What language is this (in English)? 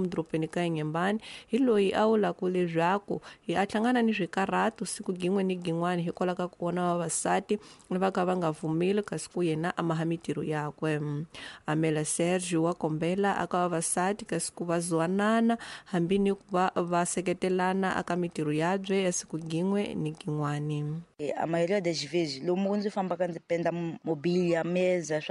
Tsonga